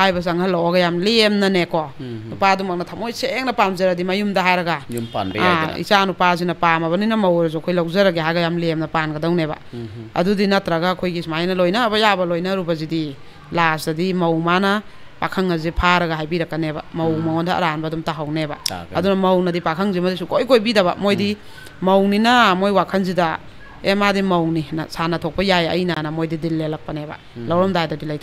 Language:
Manipuri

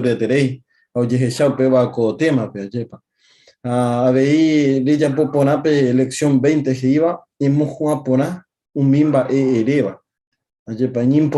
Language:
Guarani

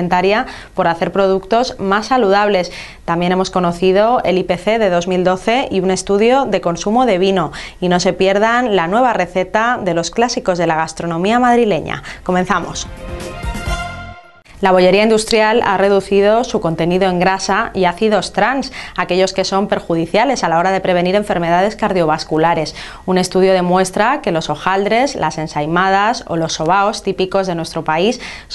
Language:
Spanish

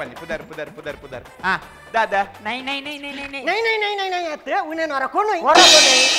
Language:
Kannada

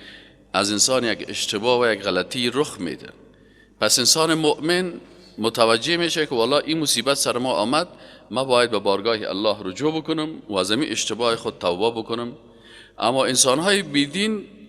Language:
Persian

